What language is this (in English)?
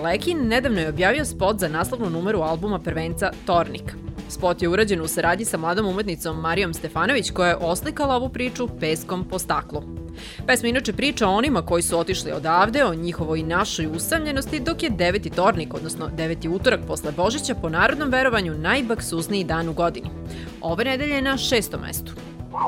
Serbian